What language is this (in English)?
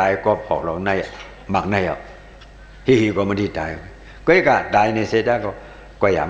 Shan